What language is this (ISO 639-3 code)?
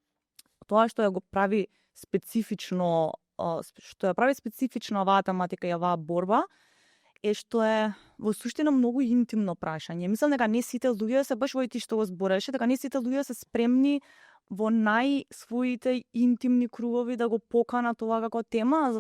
mkd